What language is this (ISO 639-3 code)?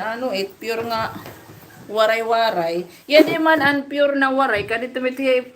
war